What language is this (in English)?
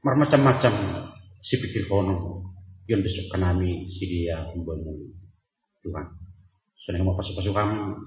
Batak Simalungun